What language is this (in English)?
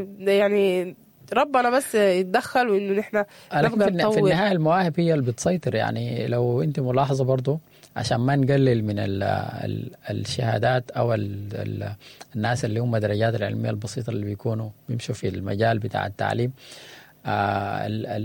Sudanese Arabic